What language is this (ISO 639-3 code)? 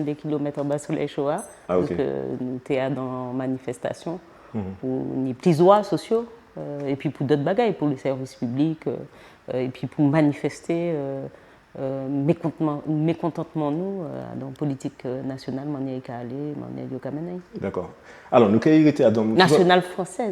gcf